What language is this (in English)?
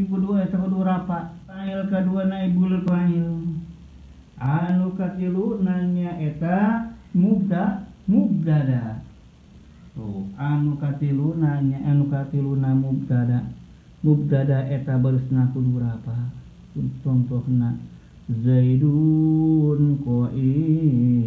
Sundanese